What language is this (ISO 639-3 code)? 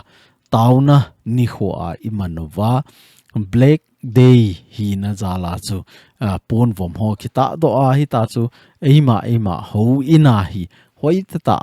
tcz